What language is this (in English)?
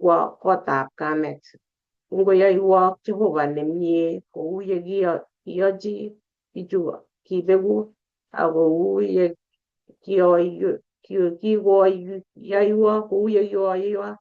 Kalenjin